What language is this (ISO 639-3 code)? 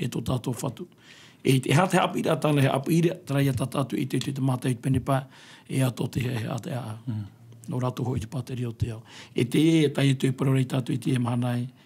tah